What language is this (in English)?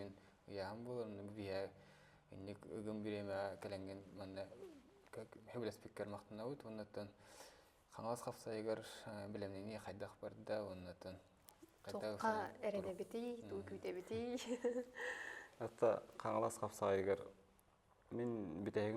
Yakut